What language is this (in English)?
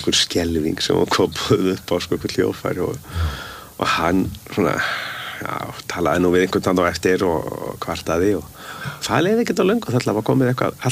Icelandic